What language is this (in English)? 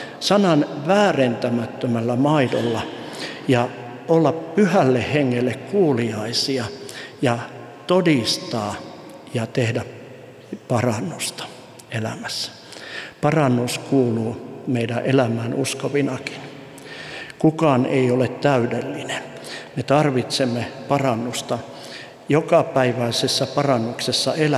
Finnish